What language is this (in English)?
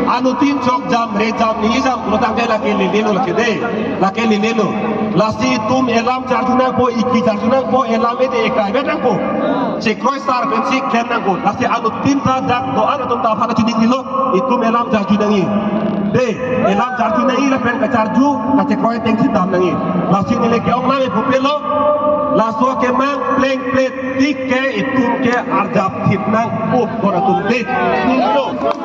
Karbi